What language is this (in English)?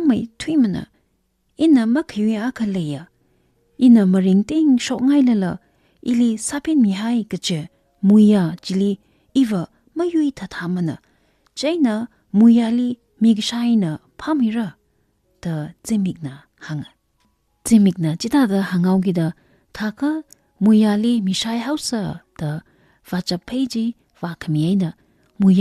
Tangkhul Naga (India)